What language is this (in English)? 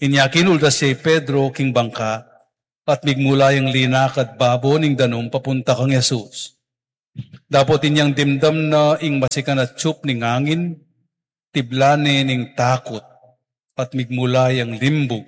Pampanga